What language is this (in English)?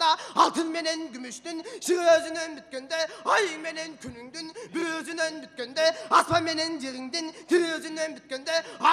Kyrgyz